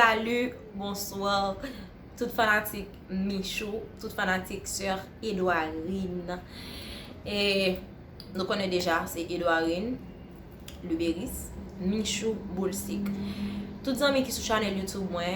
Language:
Haitian Creole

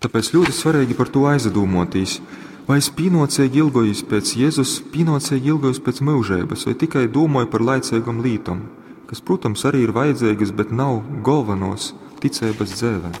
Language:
Latgalian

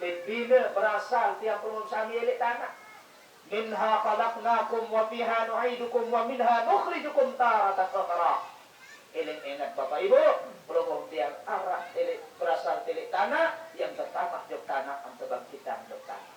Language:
Sasak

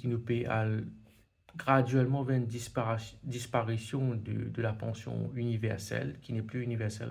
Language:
Morisyen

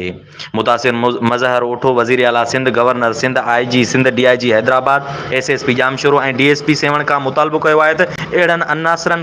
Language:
Sindhi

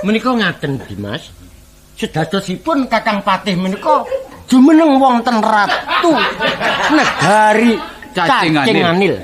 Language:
Javanese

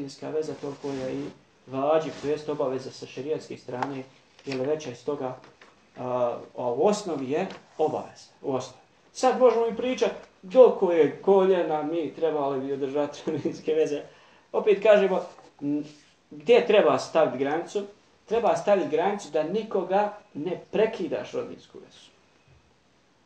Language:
Bosnian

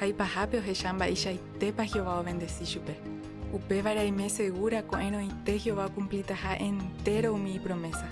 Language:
Guarani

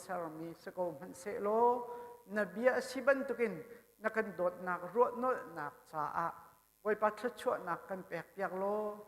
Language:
Hakha Chin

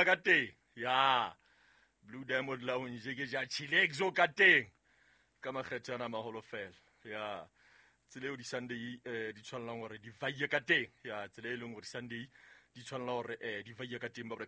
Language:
Southern Sotho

